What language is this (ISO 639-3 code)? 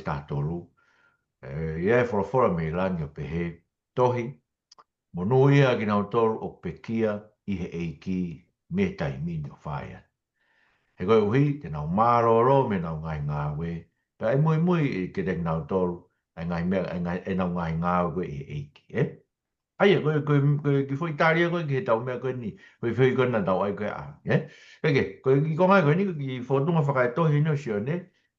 ton